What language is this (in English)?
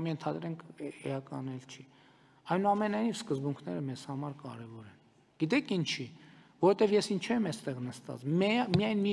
Armenian